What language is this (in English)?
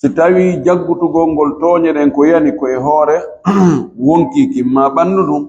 Fula